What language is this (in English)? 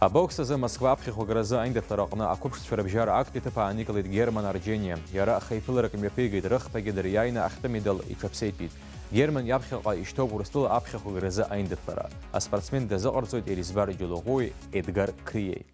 Abkhazian